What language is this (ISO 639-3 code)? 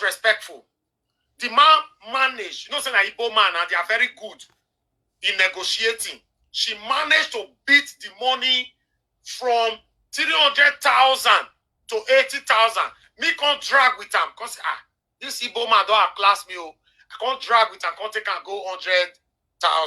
pcm